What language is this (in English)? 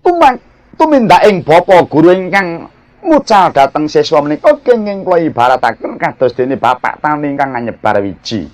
Javanese